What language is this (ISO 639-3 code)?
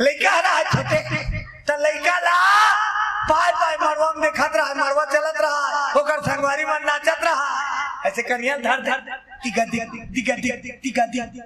hne